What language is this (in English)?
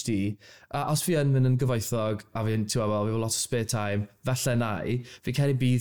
Welsh